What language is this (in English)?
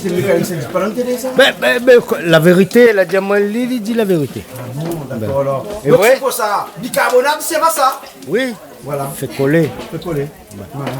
Réunion Creole French